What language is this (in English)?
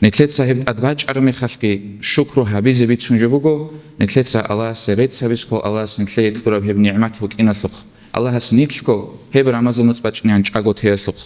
Avaric